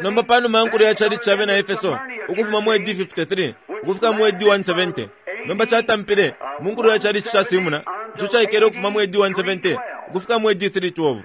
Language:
Bemba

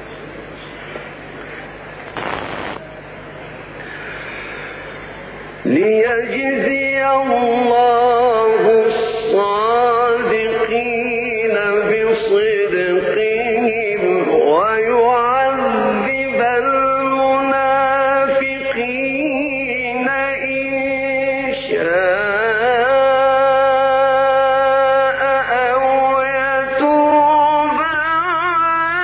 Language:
Arabic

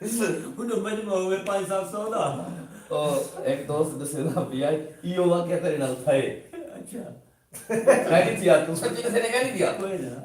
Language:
Saraiki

